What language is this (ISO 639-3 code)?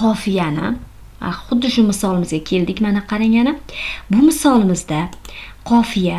uzb